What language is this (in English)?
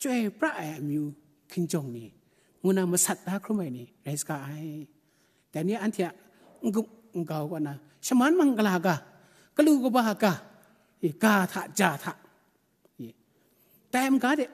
Kachin